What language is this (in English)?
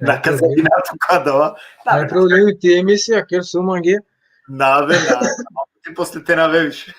Balkan Romani